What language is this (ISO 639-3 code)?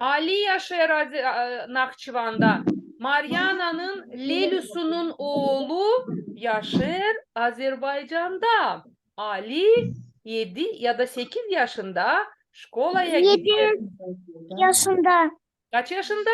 gag